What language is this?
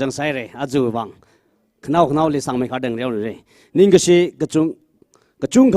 Tangkhul Naga (India)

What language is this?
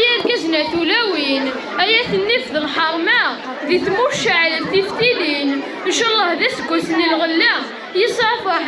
Kabyle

